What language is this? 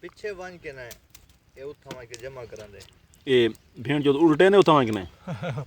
Saraiki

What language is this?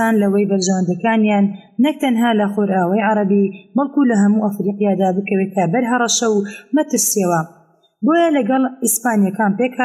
Central Kurdish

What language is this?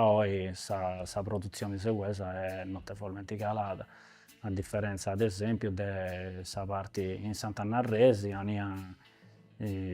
Sardinian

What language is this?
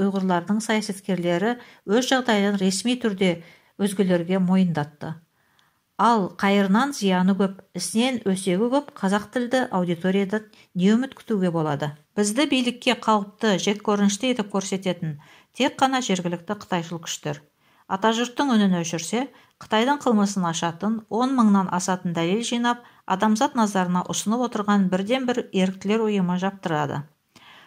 Kazakh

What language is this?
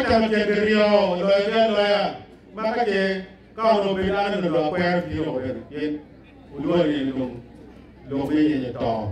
Acoli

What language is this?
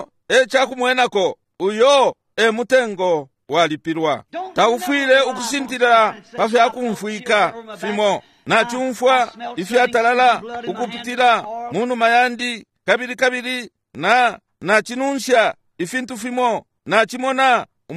Bemba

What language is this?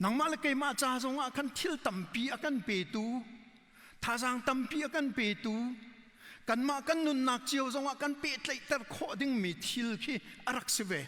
Hakha Chin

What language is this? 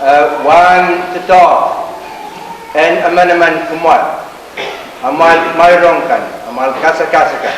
Pohnpeian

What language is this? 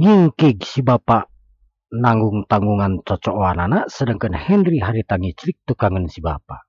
Sundanese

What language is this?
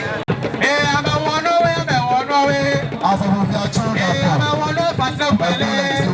Ewe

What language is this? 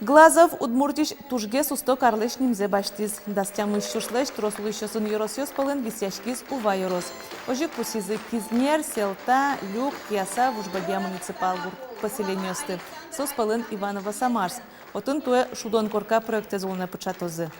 Udmurt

